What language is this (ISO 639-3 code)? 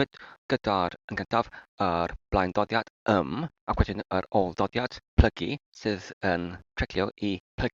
cym